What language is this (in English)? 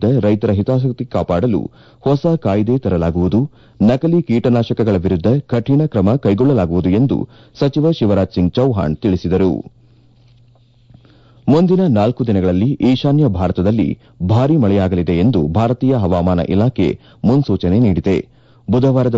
Kannada